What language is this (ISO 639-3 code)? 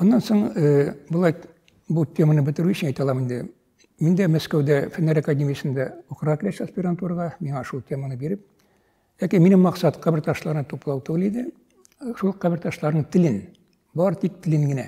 tat